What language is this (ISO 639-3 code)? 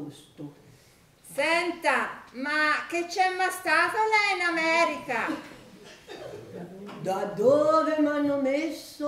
ita